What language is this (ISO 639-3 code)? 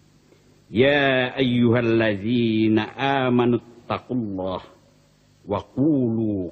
min